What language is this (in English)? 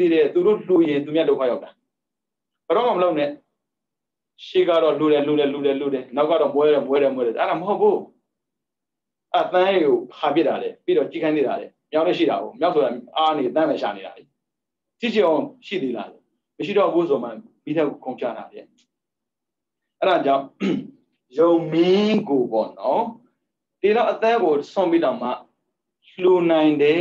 Burmese